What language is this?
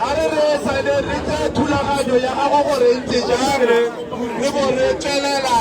Tswana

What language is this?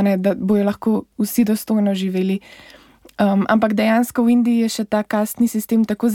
Slovenian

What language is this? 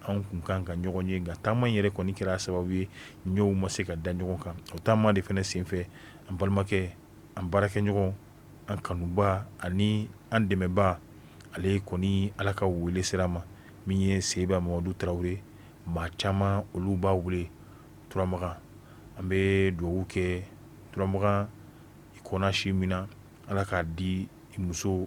Bambara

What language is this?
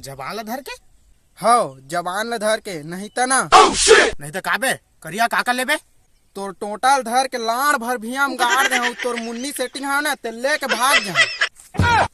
Chhattisgarhi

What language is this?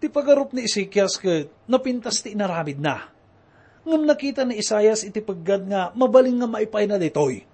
Iloko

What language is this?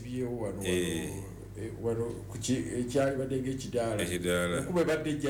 Ganda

